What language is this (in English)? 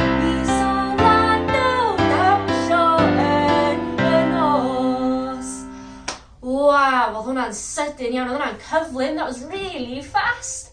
Welsh